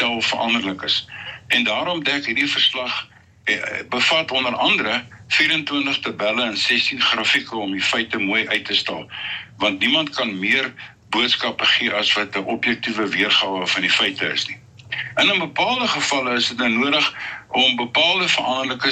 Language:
Afrikaans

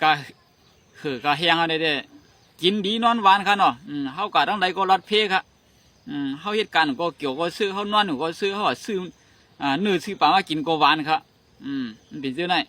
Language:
Shan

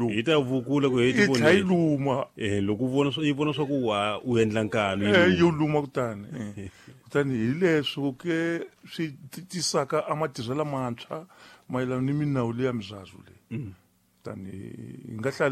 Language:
Tsonga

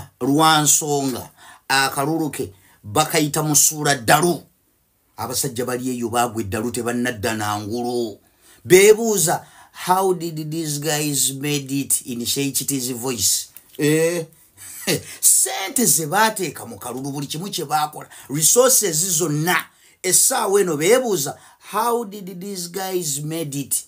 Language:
Ganda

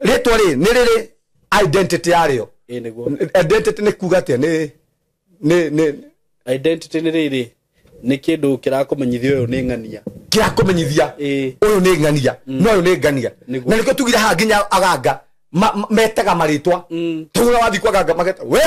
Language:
Kikuyu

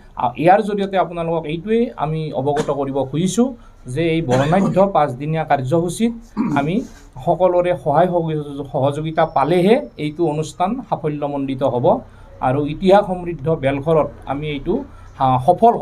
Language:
Assamese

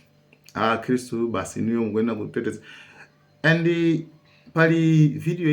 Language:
Nyanja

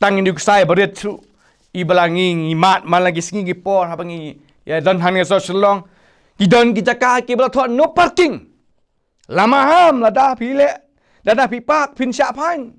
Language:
Khasi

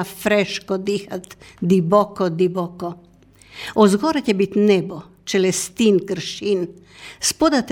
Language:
Slovenian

